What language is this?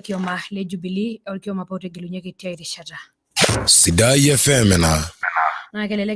Masai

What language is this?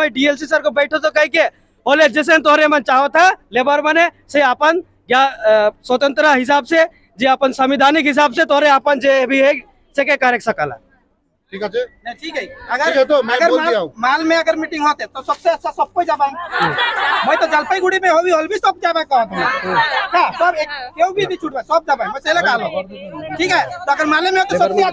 Sadri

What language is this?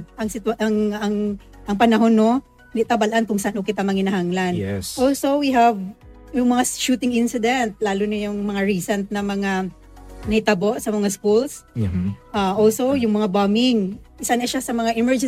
Hiligaynon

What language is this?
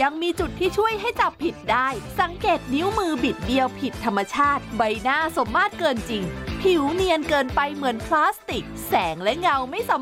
Thai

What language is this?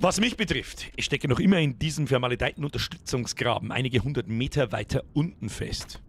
Bavarian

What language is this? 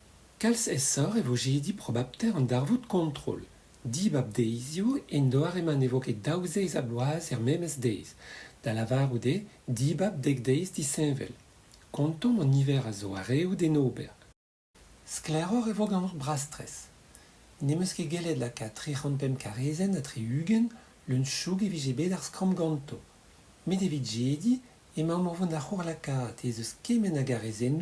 Breton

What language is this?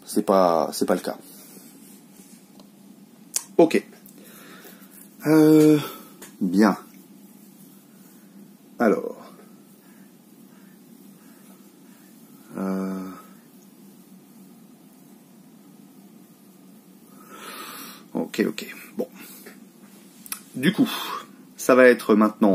French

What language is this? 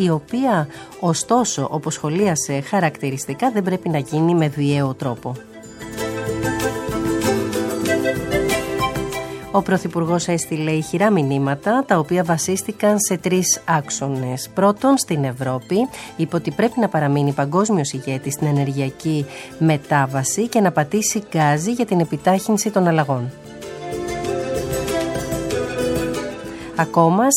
Greek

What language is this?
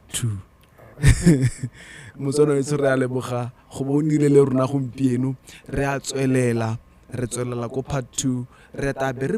Tswana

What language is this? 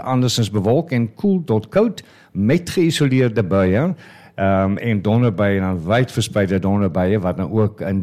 Afrikaans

